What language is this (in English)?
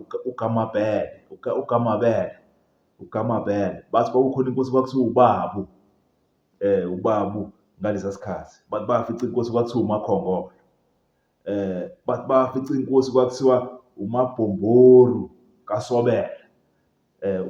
Zulu